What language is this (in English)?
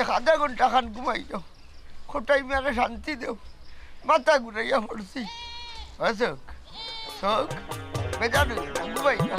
Sylheti